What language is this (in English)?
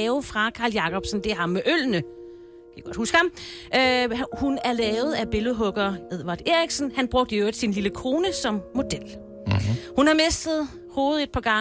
Danish